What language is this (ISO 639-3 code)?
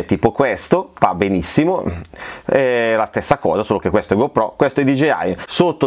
ita